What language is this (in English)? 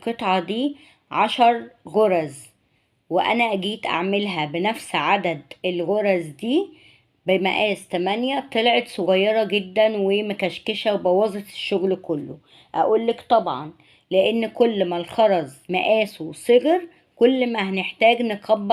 Egyptian Arabic